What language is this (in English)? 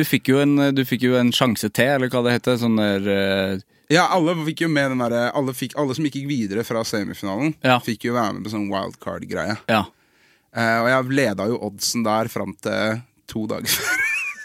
Norwegian